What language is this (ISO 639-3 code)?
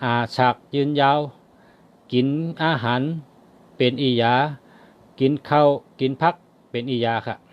shn